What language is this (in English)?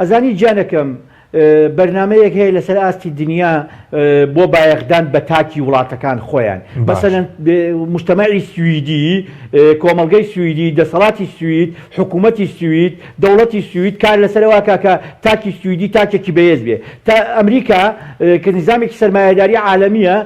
Central Kurdish